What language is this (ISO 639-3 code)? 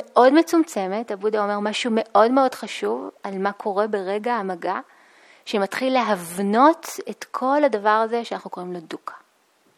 heb